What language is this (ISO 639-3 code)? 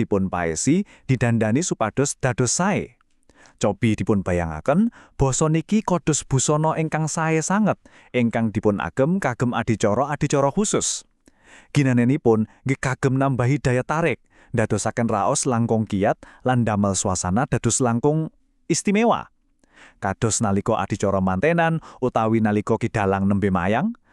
jav